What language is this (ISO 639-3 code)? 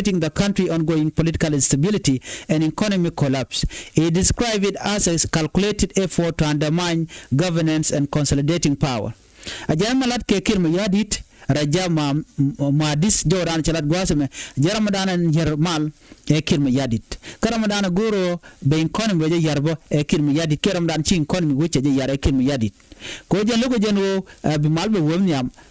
nus